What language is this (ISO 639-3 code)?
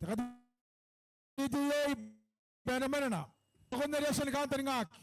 gil